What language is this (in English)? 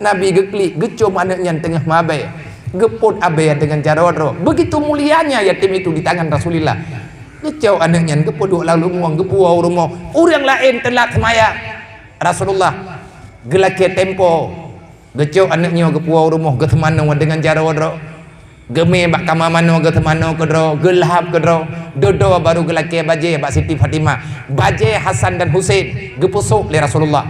Achinese